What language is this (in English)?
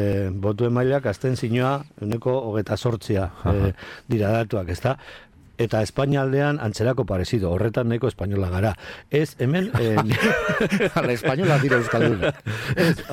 Basque